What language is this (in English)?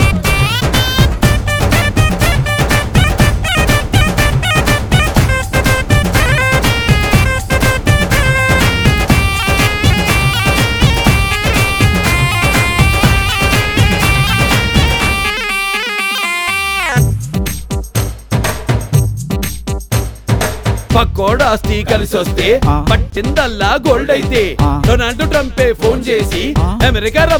Telugu